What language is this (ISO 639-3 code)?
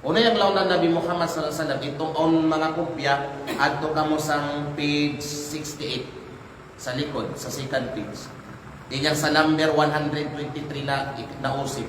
kqe